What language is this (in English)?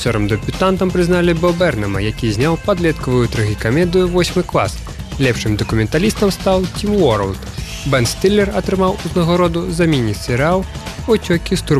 Belarusian